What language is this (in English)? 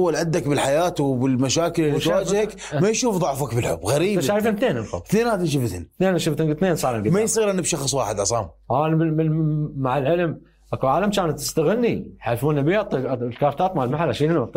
Mesopotamian Arabic